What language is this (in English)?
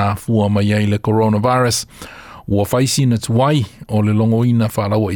Samoan